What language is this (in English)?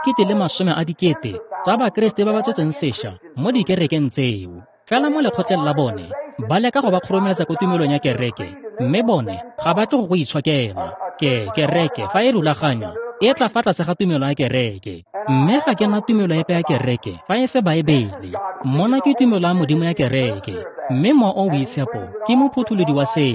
Tswana